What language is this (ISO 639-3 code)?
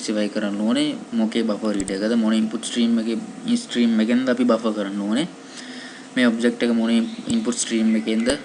sin